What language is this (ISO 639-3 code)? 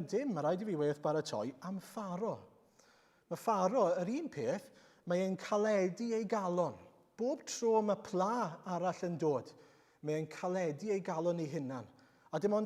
cym